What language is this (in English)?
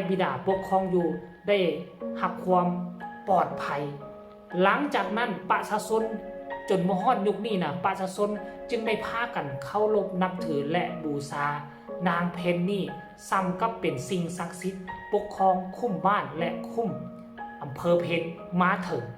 Northeastern Thai